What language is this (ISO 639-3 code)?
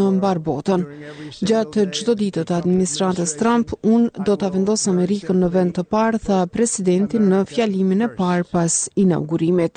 sqi